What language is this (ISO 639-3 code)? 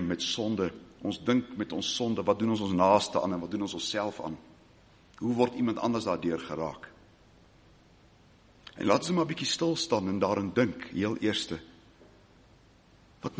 afr